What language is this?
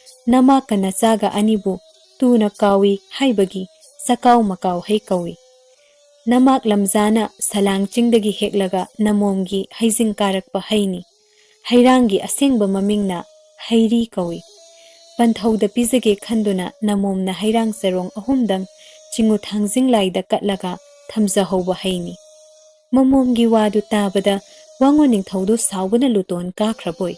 Manipuri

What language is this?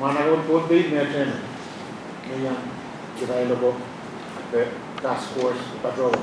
Pohnpeian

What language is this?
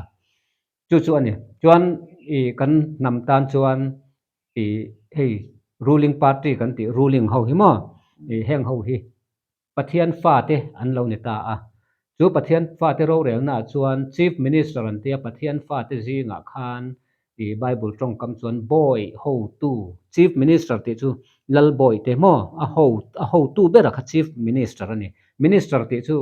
Mizo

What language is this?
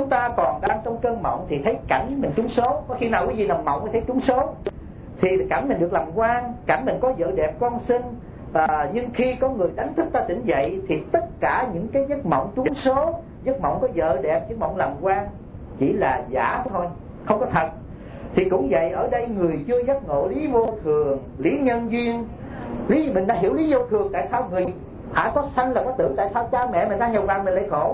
Vietnamese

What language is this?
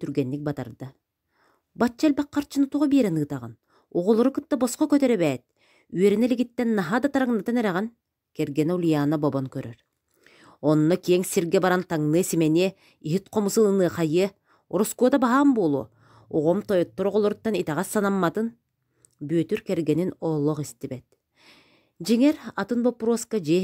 Yakut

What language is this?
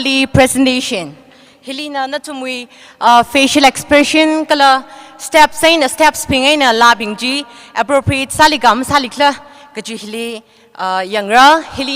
Tangkhul Naga (India)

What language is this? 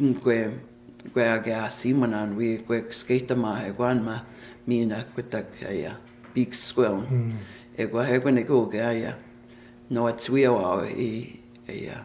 Plains Cree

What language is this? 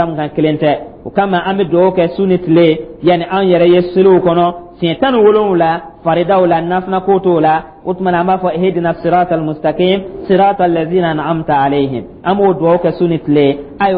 Dyula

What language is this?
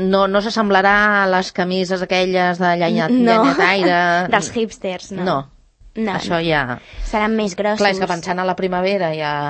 Catalan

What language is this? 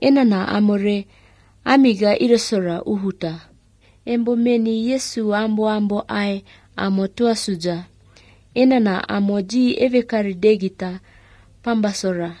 Galician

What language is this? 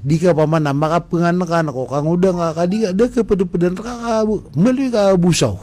Maranao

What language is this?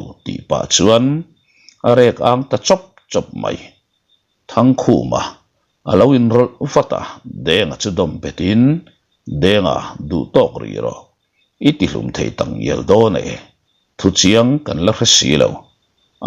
Mizo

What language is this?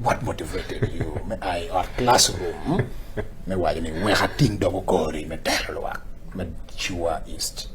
Acoli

